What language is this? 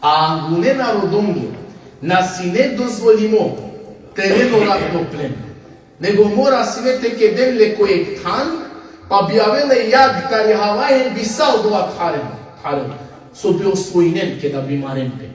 Balkan Romani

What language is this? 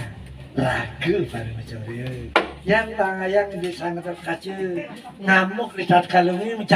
Balinese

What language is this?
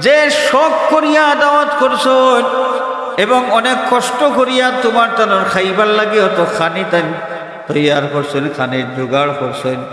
Sylheti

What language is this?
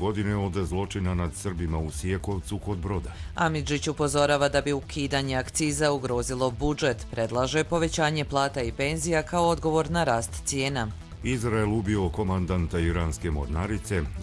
Croatian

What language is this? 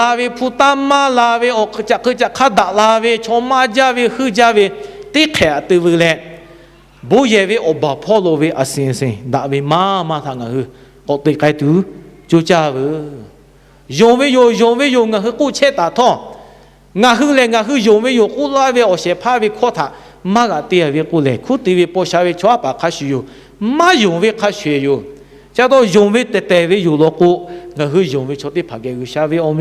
Lahu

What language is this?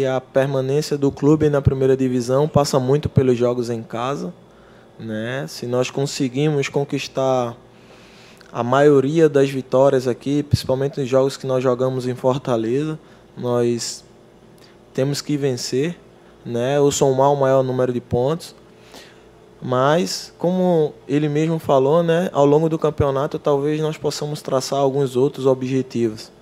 Portuguese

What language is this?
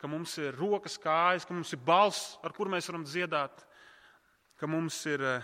Latvian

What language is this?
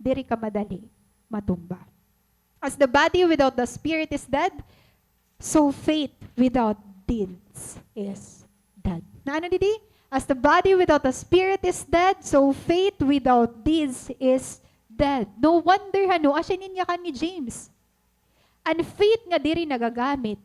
Waray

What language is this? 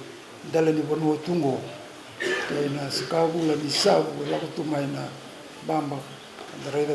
Fijian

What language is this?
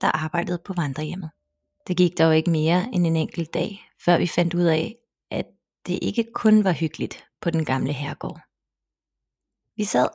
Danish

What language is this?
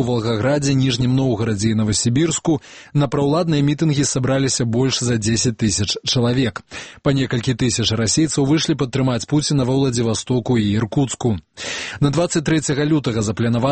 Belarusian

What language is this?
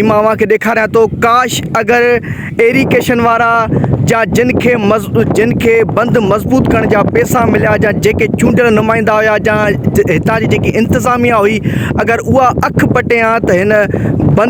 Sindhi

